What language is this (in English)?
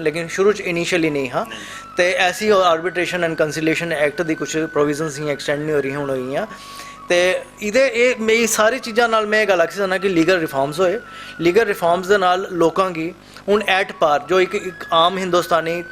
Dogri